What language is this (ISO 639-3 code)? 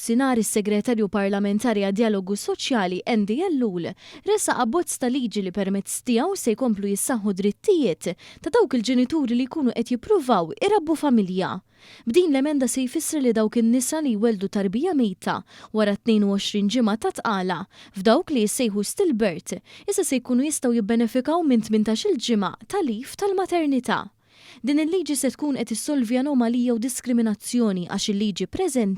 mlt